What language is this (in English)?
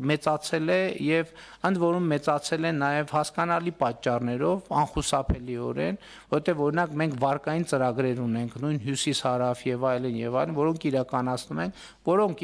Armenian